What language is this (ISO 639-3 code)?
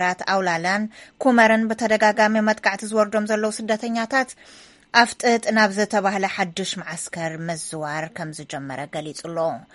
tir